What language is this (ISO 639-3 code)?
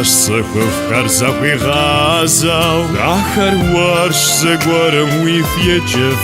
kbd